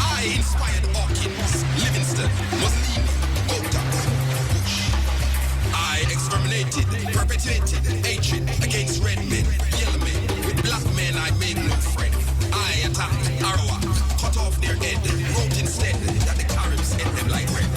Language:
Jamaican Creole English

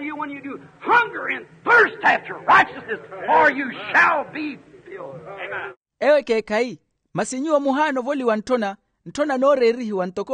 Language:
Makhuwa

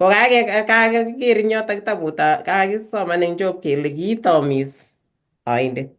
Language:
Kalenjin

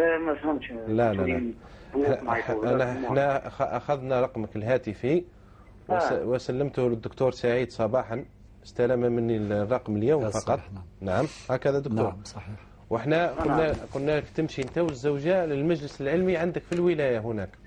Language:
Algerian Arabic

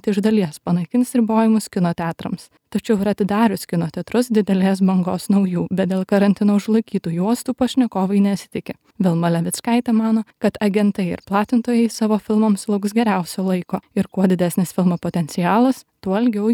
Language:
Lithuanian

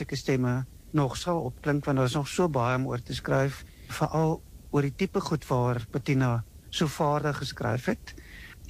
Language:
Afrikaans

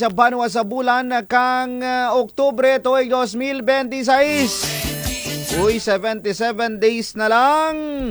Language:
Kinaray-a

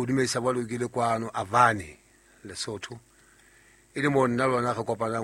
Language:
Southern Sotho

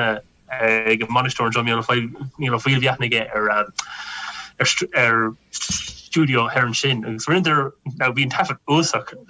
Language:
Irish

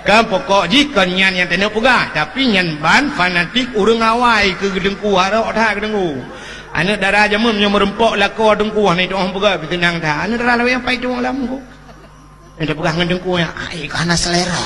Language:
Achinese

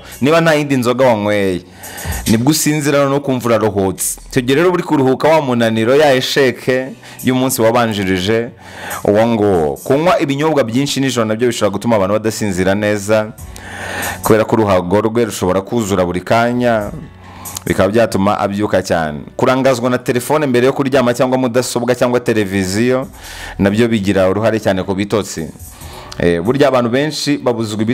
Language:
Kinyarwanda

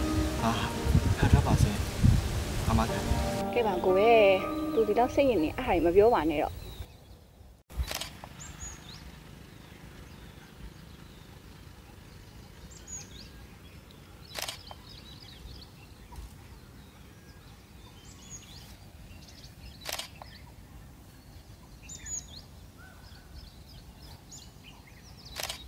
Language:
Burmese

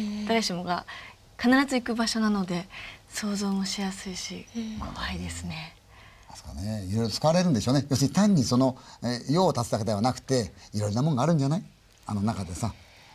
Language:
Japanese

